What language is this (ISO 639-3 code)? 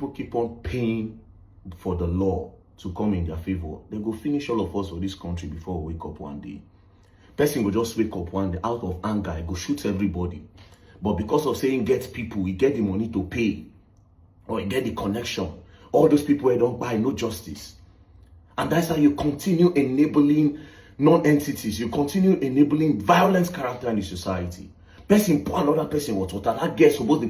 pcm